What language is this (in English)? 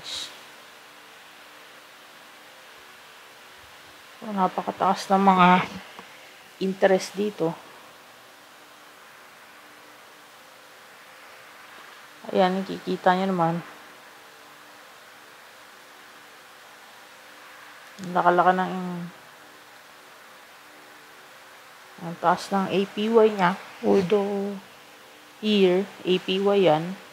Filipino